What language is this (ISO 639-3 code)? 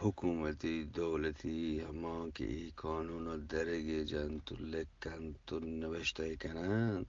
bgp